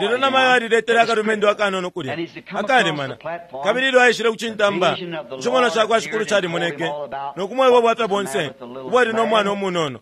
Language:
Bemba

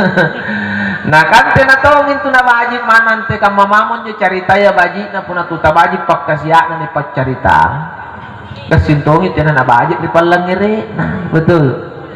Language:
Makasar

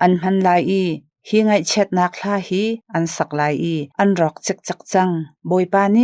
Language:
Hakha Chin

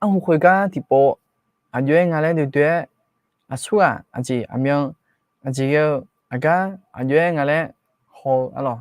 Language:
Akha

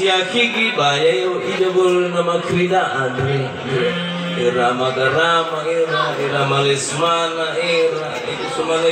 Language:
Nias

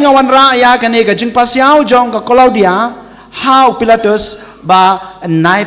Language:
Khasi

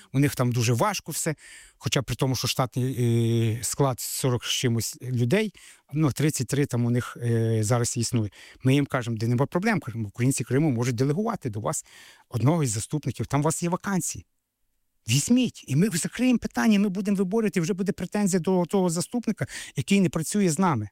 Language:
Ukrainian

